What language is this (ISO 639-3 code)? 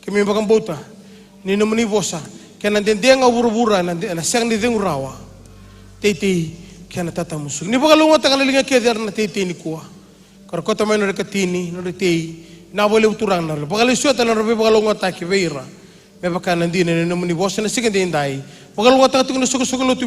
fij